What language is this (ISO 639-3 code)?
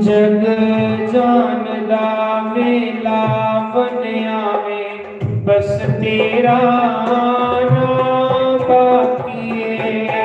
doi